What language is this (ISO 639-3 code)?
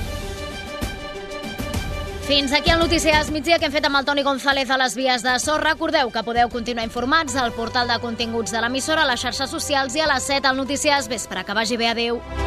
cat